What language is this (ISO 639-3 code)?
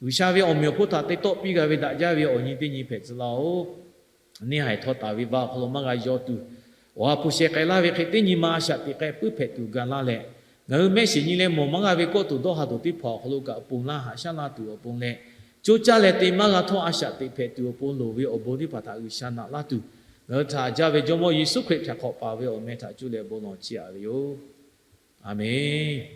lhu